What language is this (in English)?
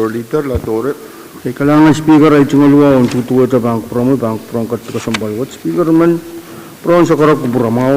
Pohnpeian